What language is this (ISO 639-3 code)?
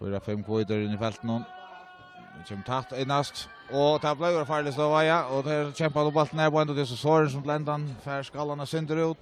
fao